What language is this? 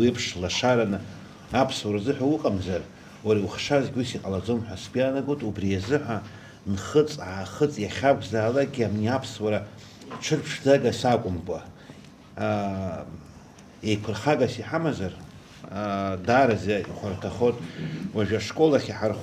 Abkhazian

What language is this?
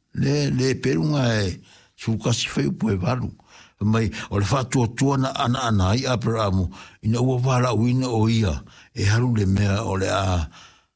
Samoan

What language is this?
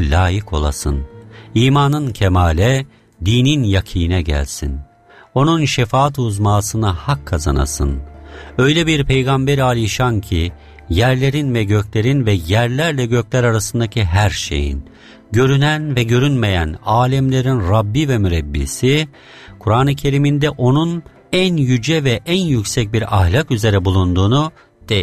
Turkish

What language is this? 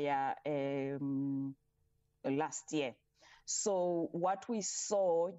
English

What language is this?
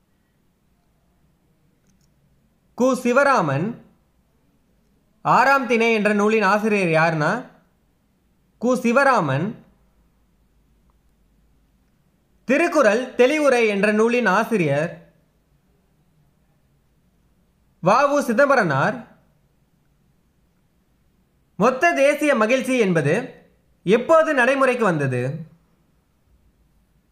Tamil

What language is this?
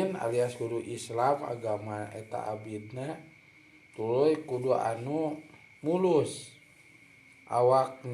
Sundanese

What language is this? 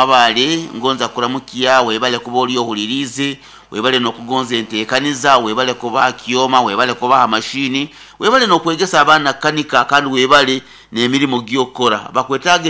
Nyankole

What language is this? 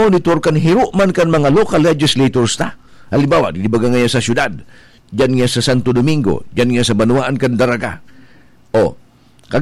Bikol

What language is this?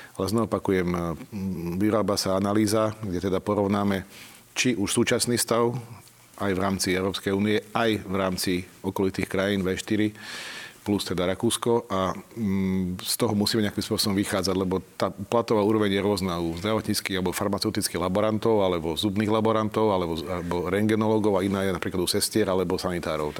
Slovak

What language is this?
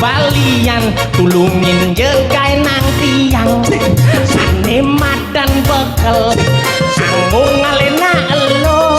Balinese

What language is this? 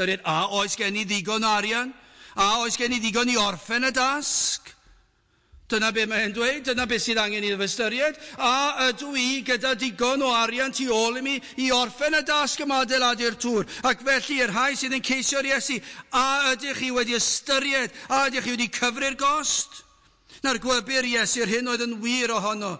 Welsh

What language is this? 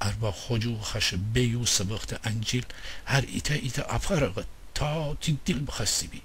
Gilaki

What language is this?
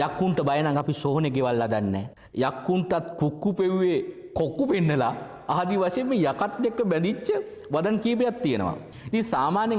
Sinhala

